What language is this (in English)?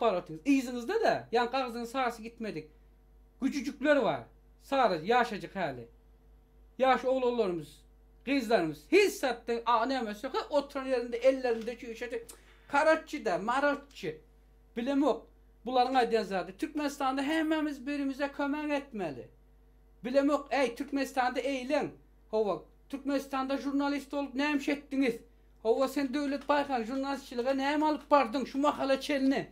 Turkmen